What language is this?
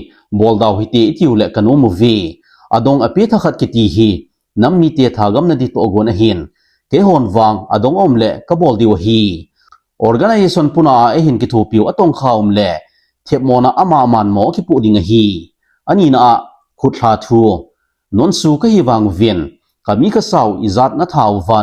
Thado Chin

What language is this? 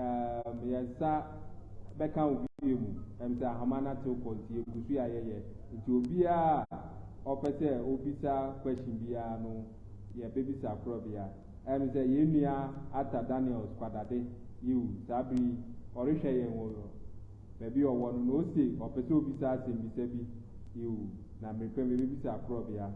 Akan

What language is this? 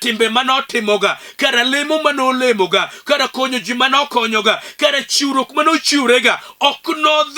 Luo (Kenya and Tanzania)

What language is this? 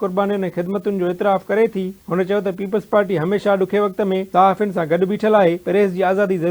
Sindhi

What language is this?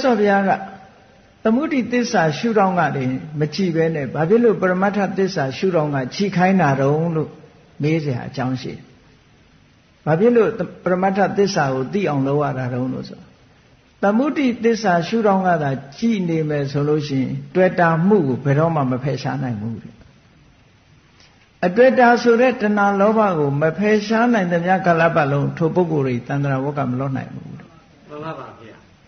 Burmese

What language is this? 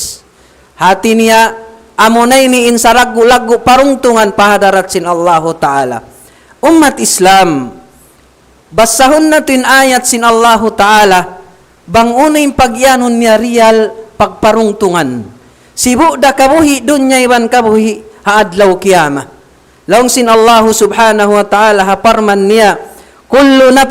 Tausug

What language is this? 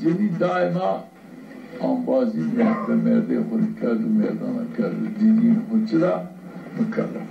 Zaza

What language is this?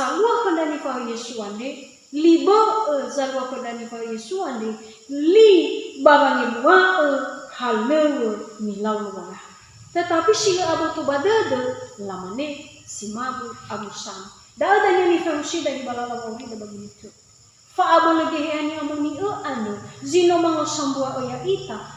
Nias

